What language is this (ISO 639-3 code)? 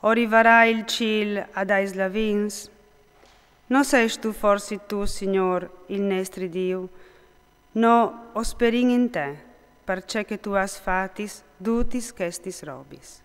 fur